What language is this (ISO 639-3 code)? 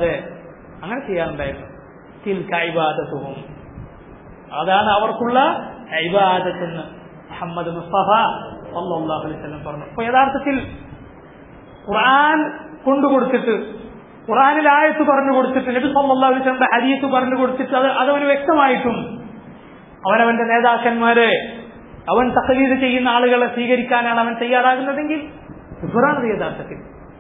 mal